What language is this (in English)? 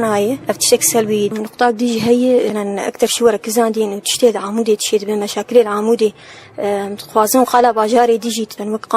Kurdish